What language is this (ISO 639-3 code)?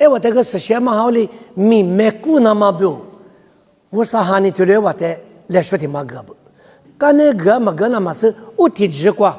lis